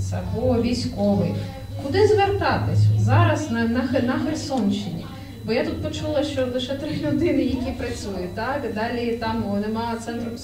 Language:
Ukrainian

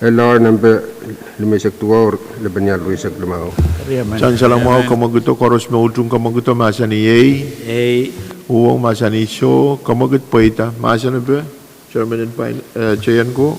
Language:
Pohnpeian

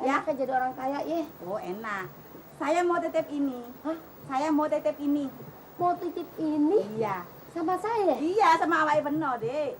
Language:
Betawi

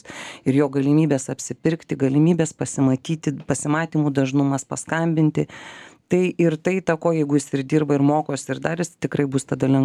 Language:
Lithuanian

